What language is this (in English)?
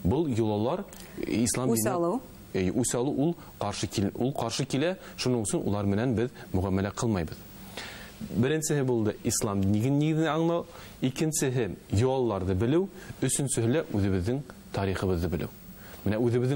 Bashkir